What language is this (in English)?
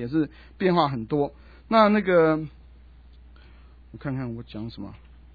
Chinese